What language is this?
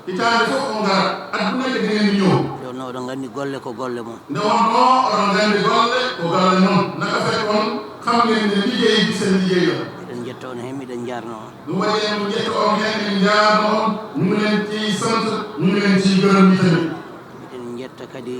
Fula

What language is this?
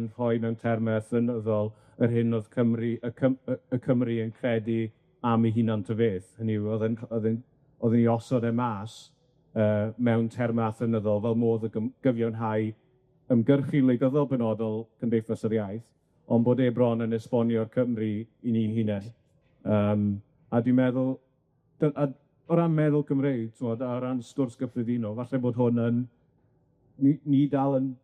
Welsh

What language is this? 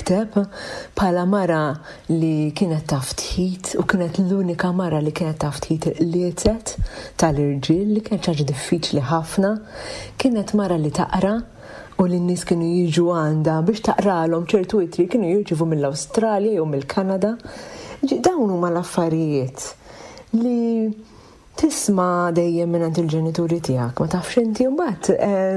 Maltese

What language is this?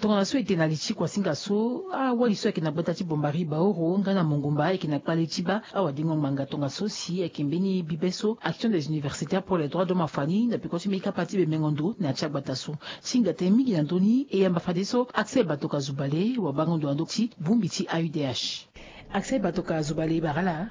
Sango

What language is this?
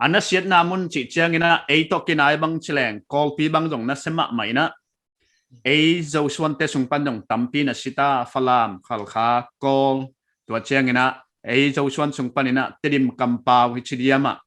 Paite Chin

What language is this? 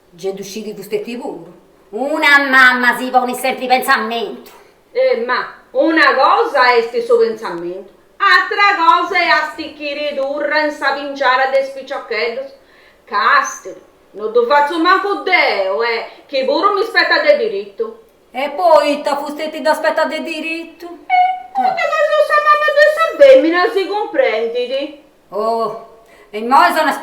Sardinian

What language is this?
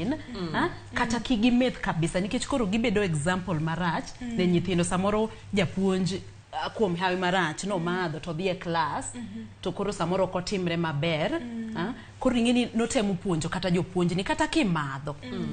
Luo (Kenya and Tanzania)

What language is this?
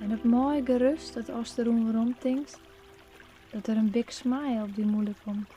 Western Frisian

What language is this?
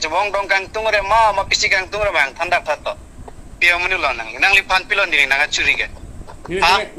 Karbi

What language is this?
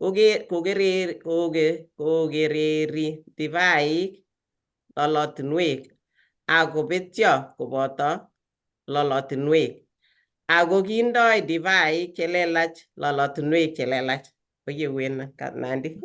Kalenjin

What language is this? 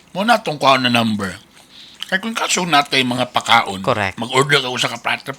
Cebuano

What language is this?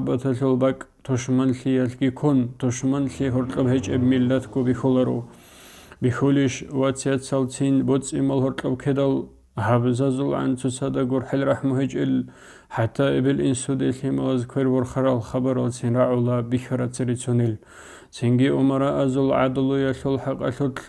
Avaric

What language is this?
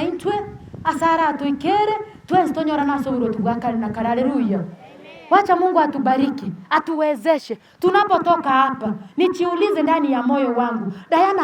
Gusii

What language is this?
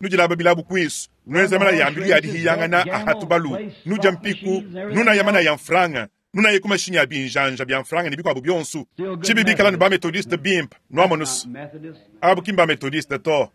Luba-Lulua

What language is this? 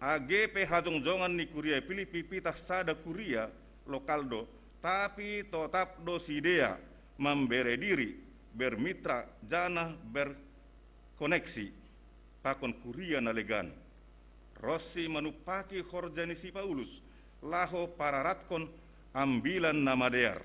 Batak Simalungun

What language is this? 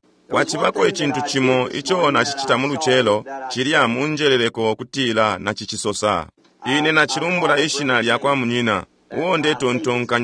Bemba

